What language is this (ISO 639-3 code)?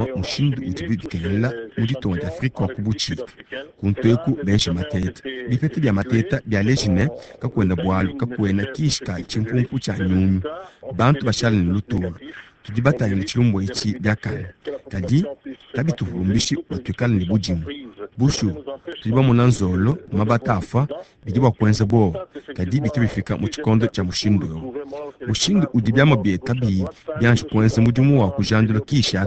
lua